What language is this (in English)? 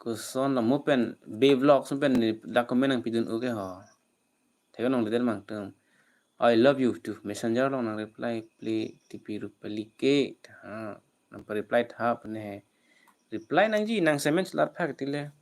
Karbi